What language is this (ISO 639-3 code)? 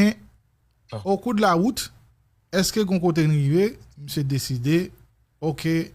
hat